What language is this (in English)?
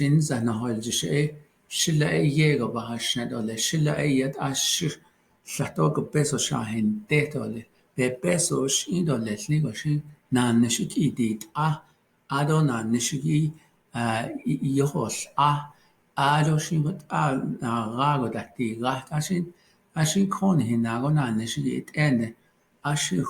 Navajo